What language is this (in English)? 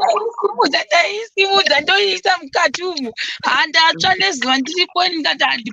Shona